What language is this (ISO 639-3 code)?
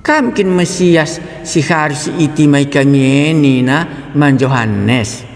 btx